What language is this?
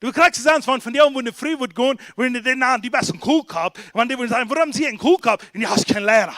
Plautdietsch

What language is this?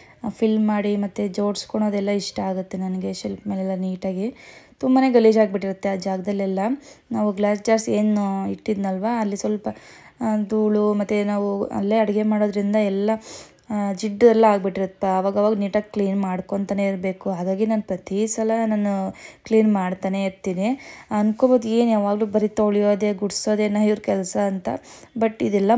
Kannada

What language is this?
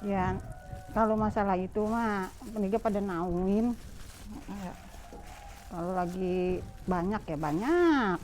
Betawi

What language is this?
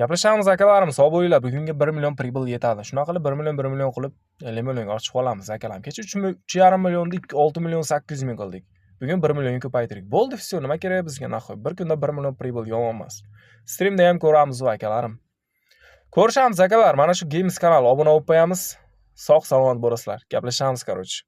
Uzbek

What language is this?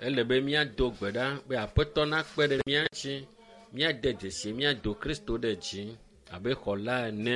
Ewe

